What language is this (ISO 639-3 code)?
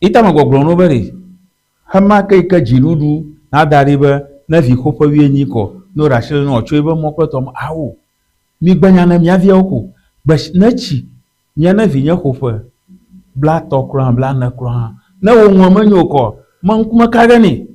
ewe